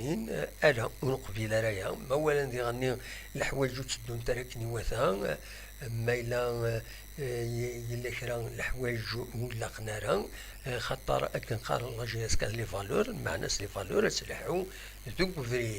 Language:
Kabyle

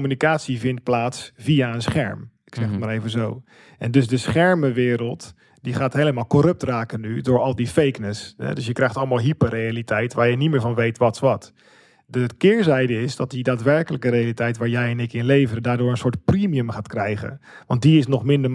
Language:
Dutch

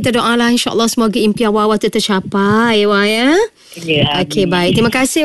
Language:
Malay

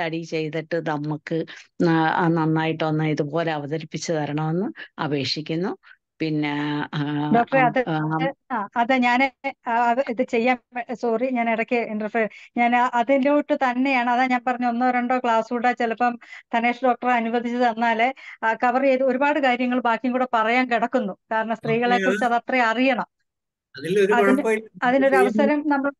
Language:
Malayalam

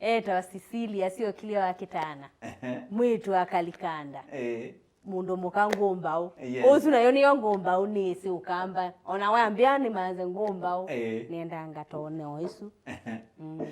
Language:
Kamba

